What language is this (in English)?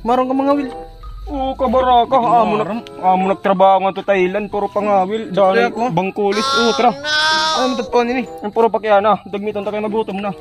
Waray